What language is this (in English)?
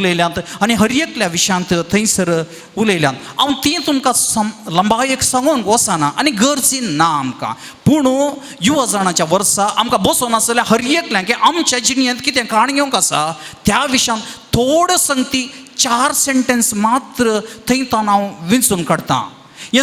Konkani